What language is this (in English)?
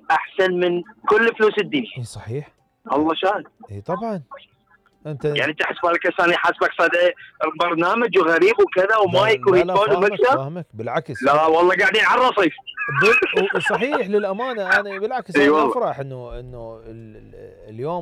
Mesopotamian Arabic